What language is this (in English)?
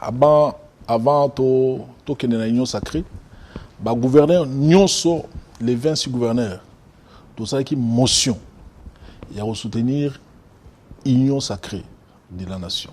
Lingala